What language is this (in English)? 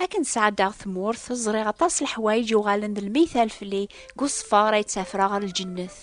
Kabyle